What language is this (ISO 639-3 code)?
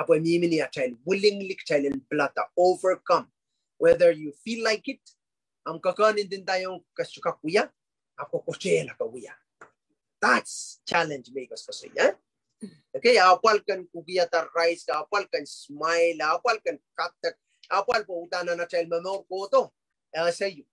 pon